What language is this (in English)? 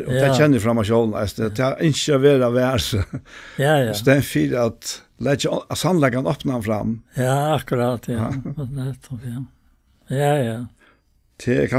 Faroese